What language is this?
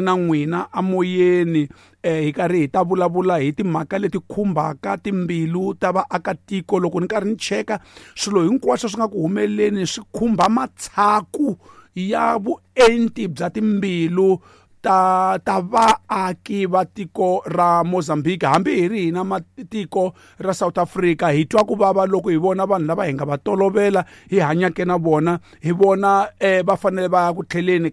Tsonga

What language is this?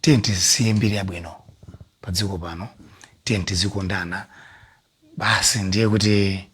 Nyanja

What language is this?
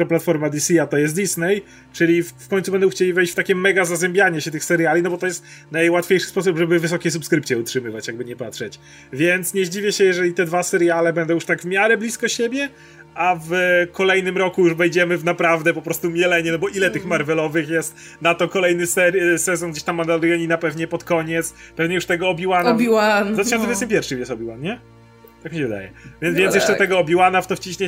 Polish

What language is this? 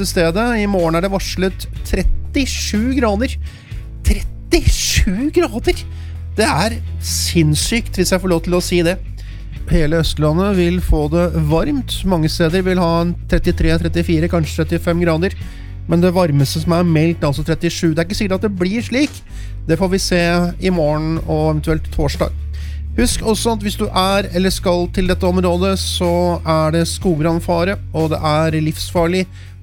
Norwegian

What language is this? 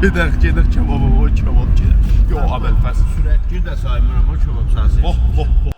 South Azerbaijani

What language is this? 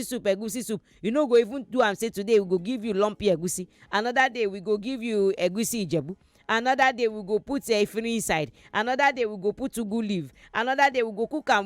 Nigerian Pidgin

